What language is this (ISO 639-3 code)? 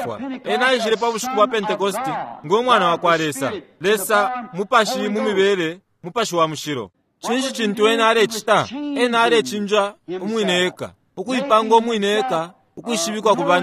bem